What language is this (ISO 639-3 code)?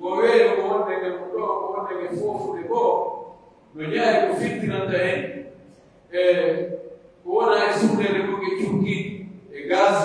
fuf